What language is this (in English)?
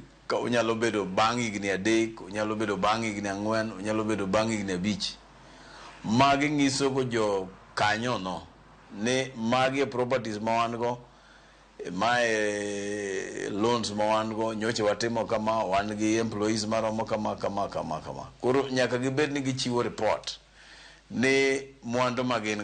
Luo (Kenya and Tanzania)